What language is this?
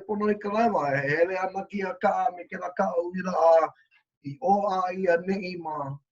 Hawaiian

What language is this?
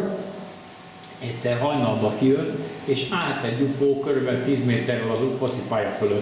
Hungarian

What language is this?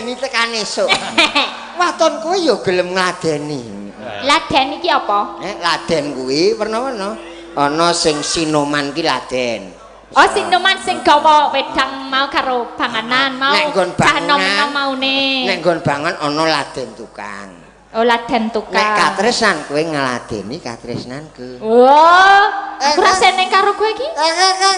Javanese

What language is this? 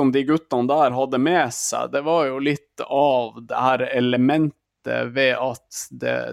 Norwegian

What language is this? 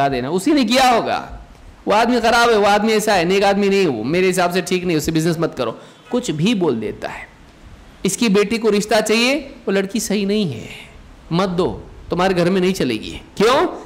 Urdu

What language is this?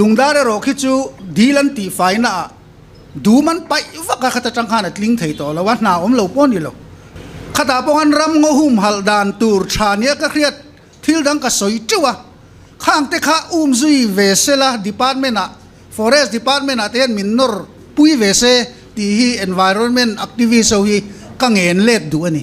Mizo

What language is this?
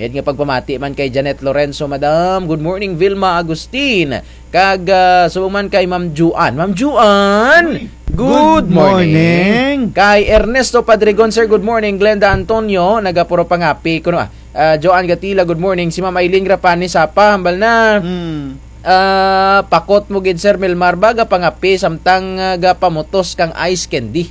Kinaray-a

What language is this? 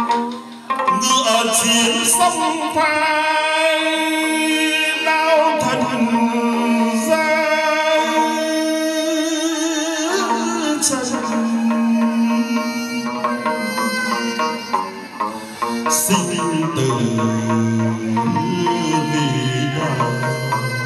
Vietnamese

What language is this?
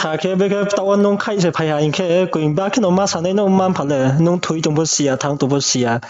Riang (India)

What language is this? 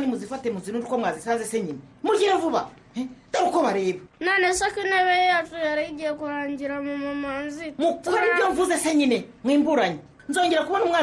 Kinyarwanda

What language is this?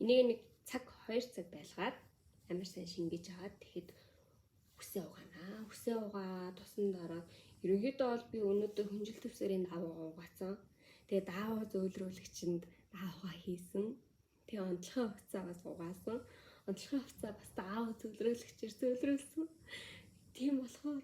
Mongolian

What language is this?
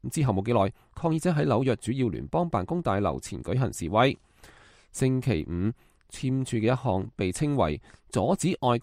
Cantonese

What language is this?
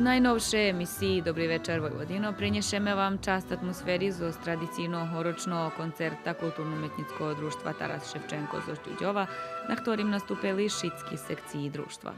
Rusyn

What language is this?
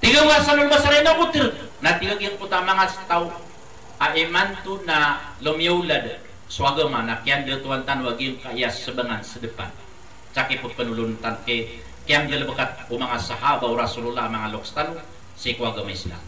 Maranao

